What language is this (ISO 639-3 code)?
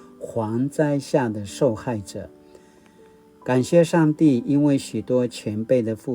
pwn